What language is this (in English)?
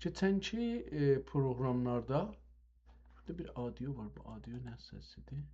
South Azerbaijani